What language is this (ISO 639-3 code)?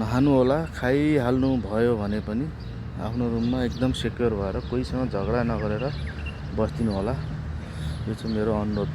nep